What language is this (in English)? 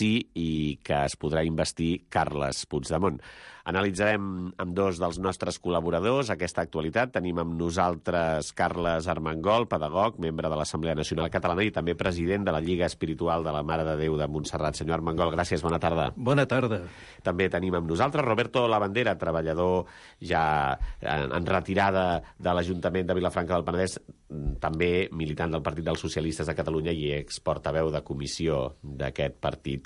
Catalan